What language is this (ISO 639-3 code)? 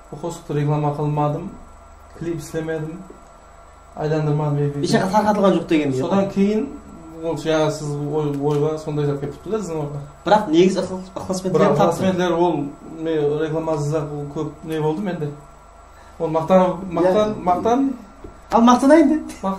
kaa